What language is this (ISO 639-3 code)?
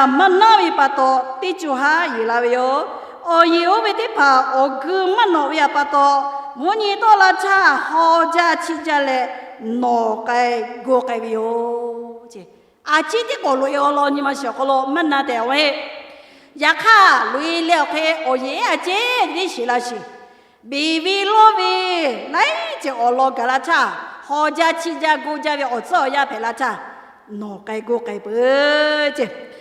lhu